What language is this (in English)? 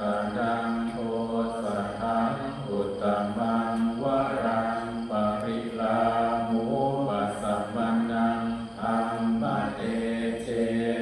Pali